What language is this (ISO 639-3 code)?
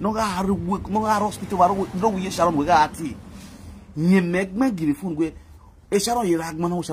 pcm